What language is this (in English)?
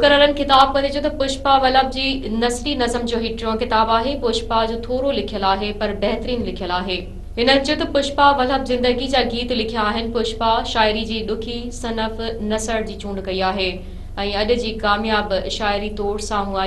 Sindhi